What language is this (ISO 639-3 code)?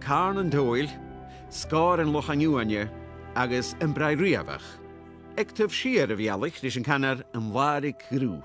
gla